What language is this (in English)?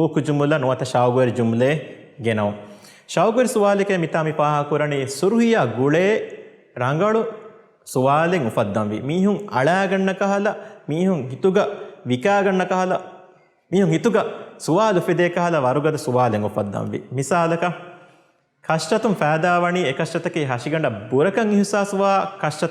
Divehi